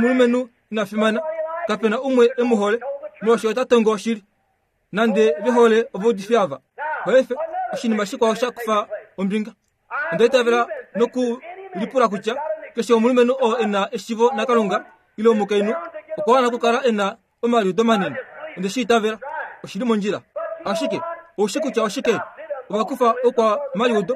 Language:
Kuanyama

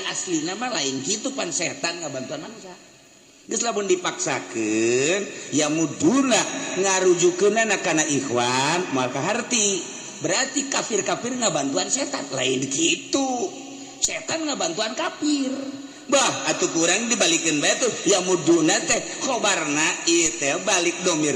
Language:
Sundanese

